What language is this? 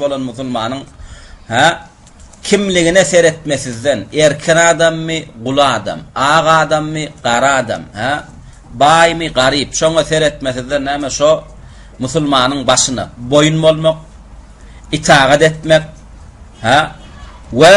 Turkmen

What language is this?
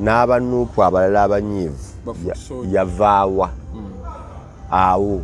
Ganda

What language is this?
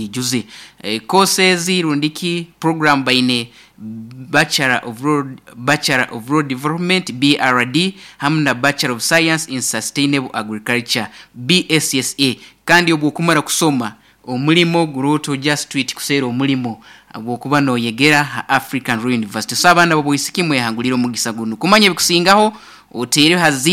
Nyoro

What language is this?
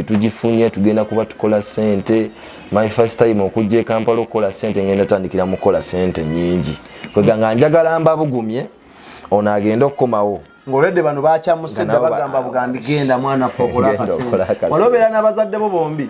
Ganda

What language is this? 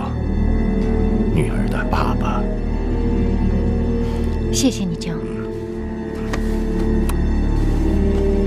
Chinese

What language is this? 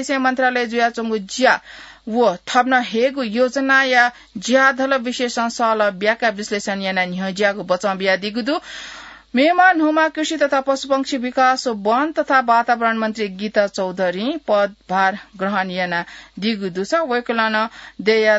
Newari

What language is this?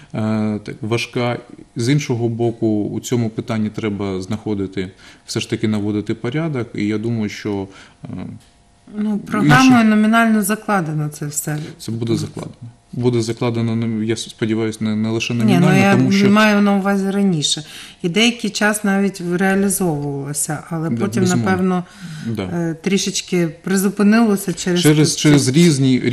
Ukrainian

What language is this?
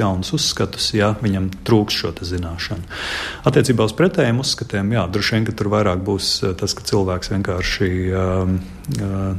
Latvian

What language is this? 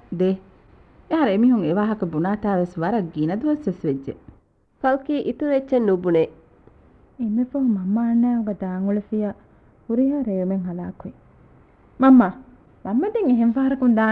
Divehi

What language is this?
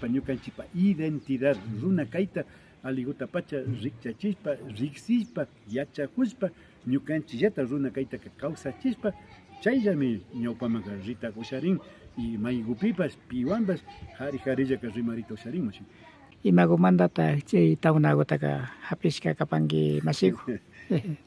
Imbabura Highland Quichua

